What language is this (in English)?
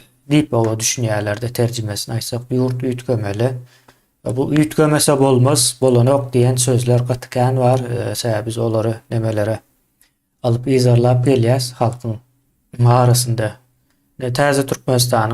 Turkmen